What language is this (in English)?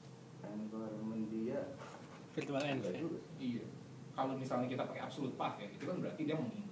Indonesian